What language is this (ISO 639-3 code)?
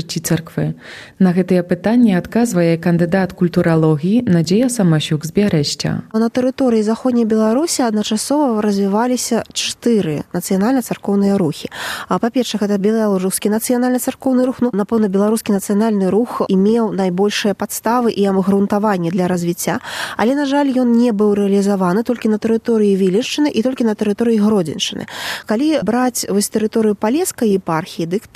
bel